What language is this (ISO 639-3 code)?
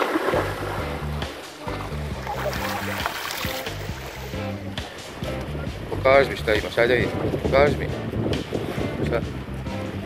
hrv